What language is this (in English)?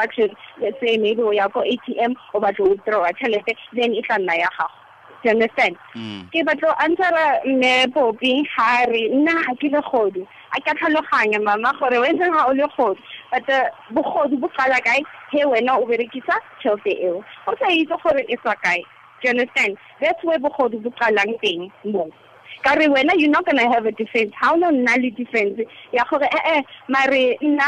Tswana